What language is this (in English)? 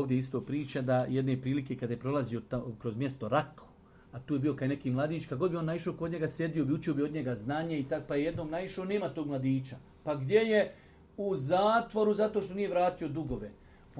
Bosnian